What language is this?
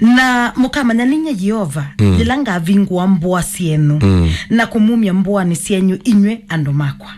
Kamba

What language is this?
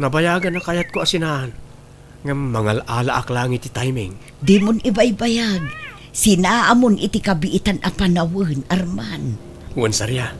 Iloko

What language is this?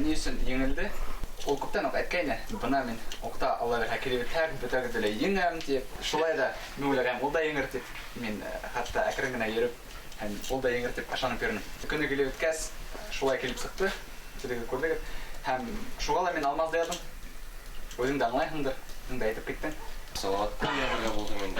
Bashkir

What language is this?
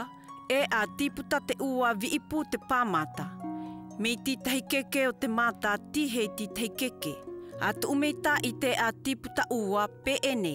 South Marquesan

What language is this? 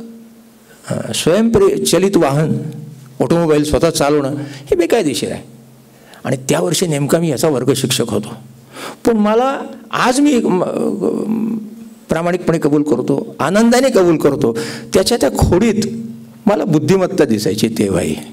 Marathi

